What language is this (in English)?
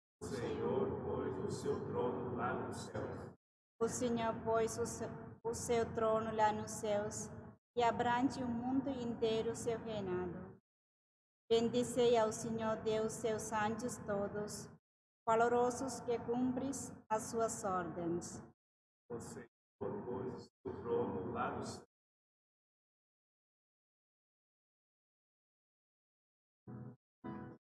Portuguese